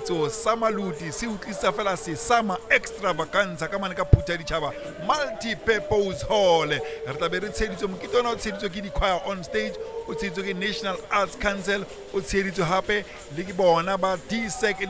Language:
Southern Sotho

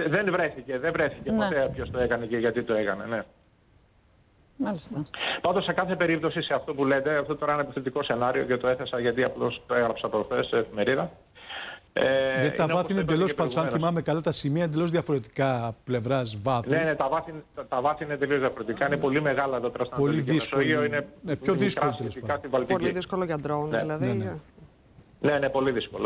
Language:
Greek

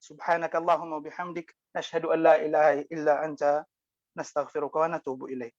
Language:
Maranao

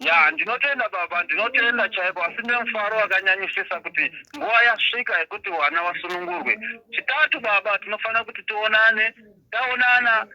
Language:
Shona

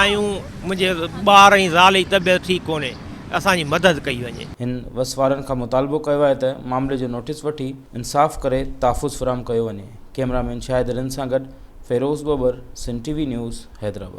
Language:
Sindhi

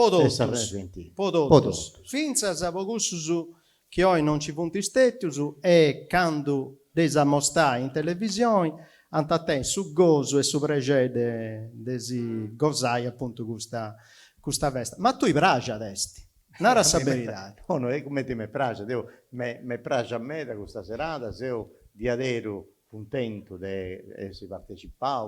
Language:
Sardinian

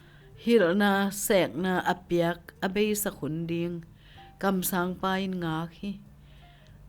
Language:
Tedim Chin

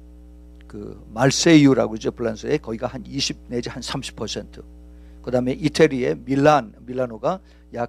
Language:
Korean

